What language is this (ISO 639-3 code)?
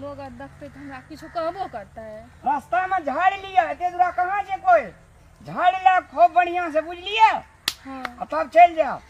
mai